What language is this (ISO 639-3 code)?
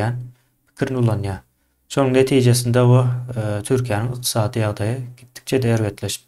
tuk